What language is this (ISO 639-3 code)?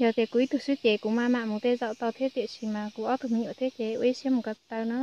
hmn